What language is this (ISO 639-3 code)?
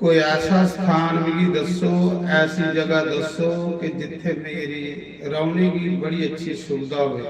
doi